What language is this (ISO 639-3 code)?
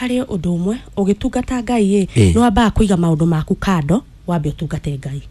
kik